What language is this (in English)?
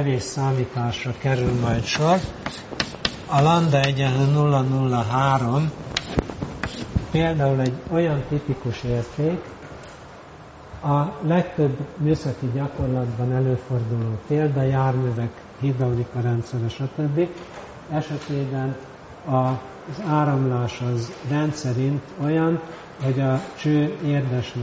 Hungarian